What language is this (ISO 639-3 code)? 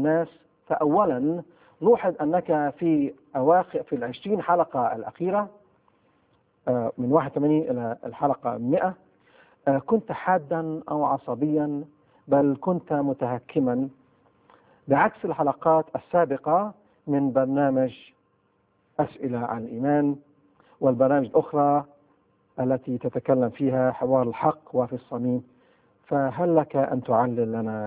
ara